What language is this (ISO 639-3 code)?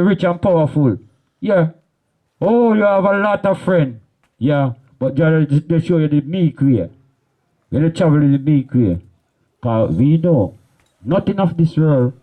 jam